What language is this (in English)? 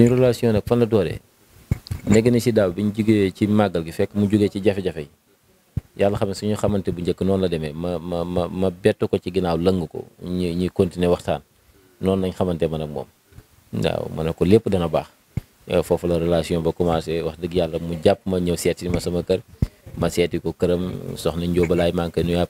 Wolof